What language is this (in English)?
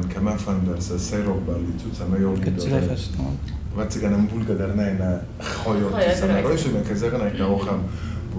Ossetic